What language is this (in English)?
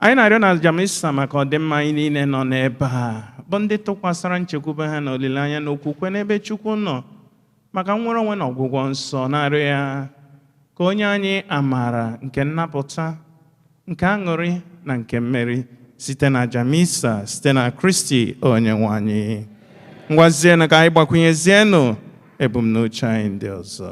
Igbo